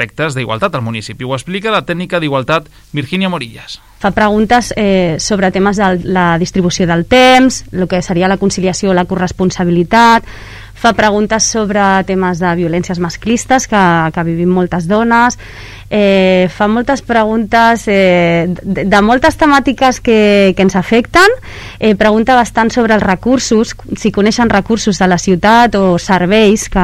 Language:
Catalan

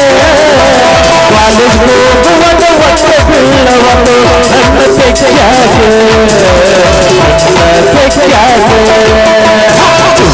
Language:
Kannada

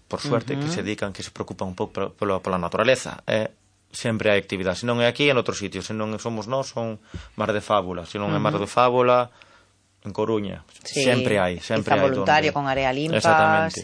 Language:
Galician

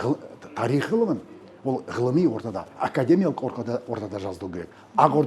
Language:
Kazakh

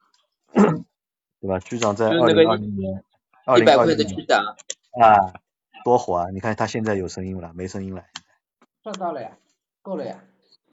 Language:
Chinese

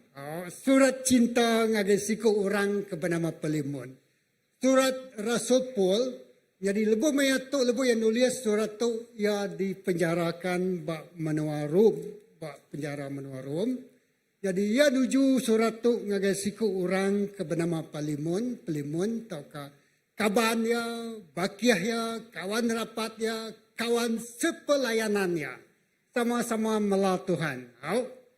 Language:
Iban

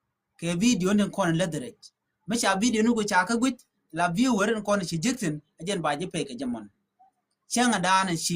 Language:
Nuer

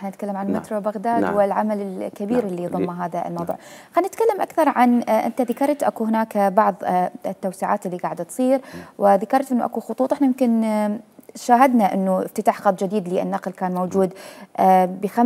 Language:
Mesopotamian Arabic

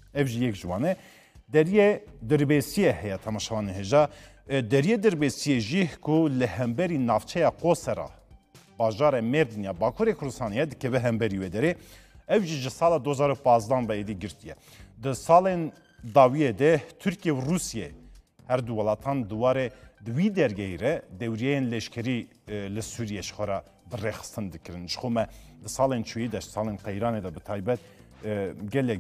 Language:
Kurdish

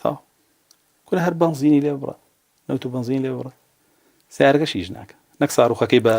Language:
Central Kurdish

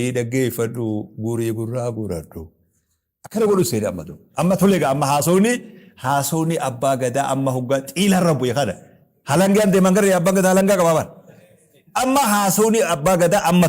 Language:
Oromo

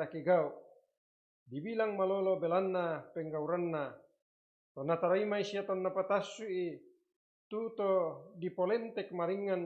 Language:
Toraja-Sa'dan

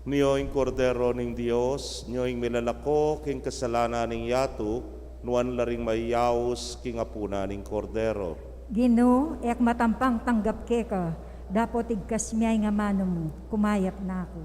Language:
Pampanga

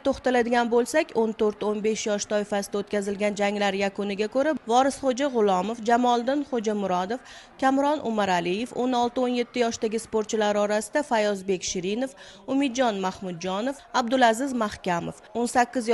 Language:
Uzbek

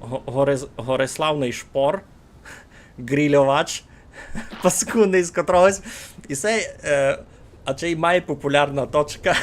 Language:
Rusyn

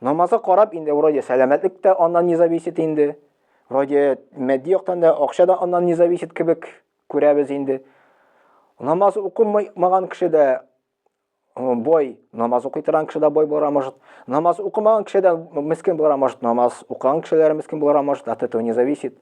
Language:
Tatar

